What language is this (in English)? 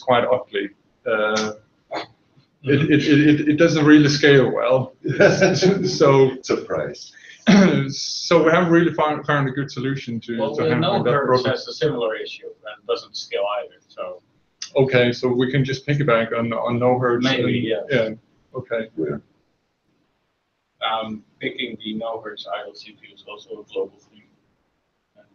English